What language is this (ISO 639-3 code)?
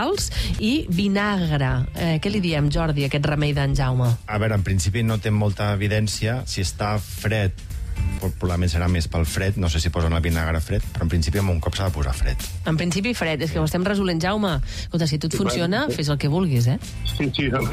cat